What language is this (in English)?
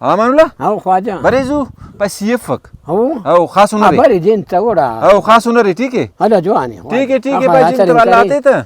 Brahui